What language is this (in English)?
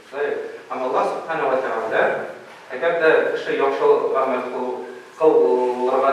Tatar